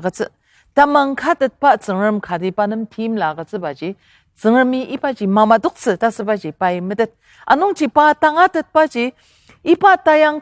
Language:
Ao Naga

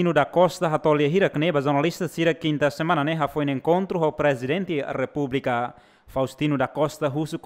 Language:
Tetum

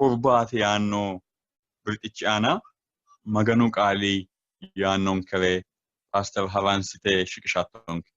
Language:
Sidamo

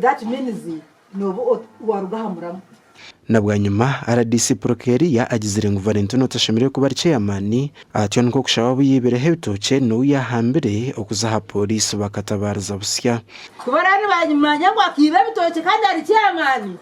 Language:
Nyankole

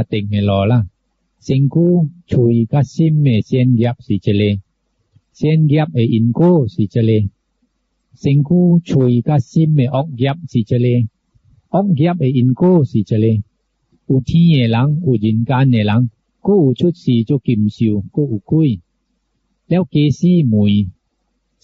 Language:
Min Nan Chinese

